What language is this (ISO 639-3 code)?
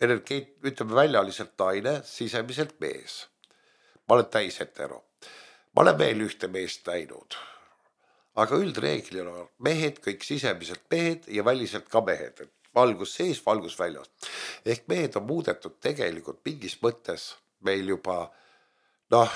est